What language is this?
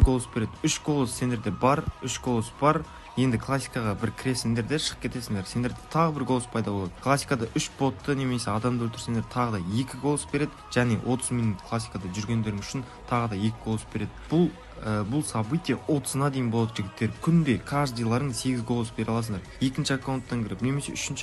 Kara-Kalpak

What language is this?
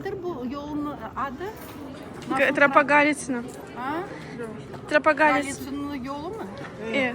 Crimean Tatar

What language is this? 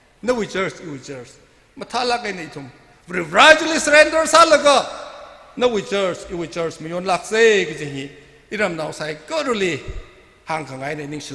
Tangkhul Naga (India)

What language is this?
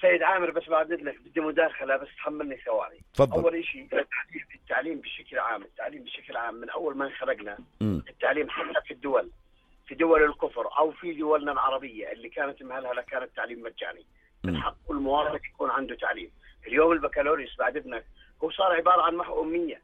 North Levantine Arabic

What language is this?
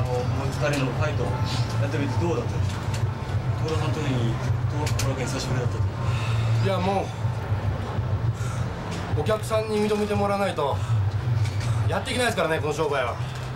Japanese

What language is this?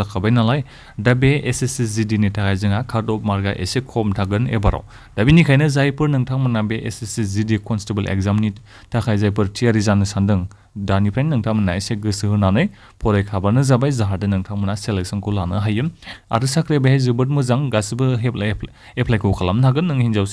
Bodo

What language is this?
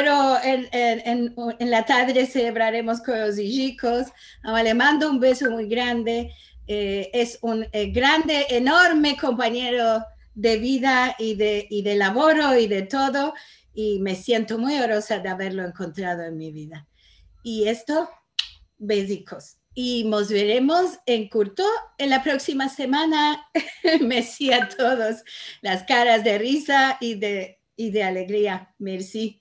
Ladino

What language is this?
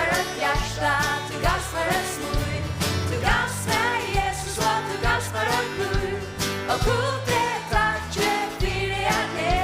Faroese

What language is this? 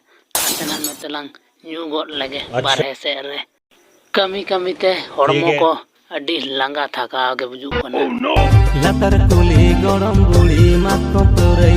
Santali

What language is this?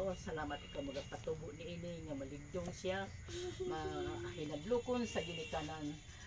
Cebuano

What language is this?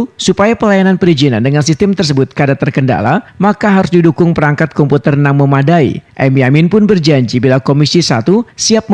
Banjar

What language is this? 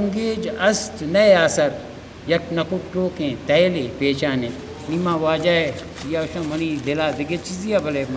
Eastern Balochi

